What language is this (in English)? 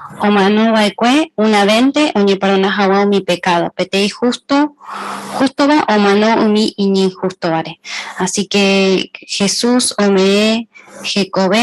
Guarani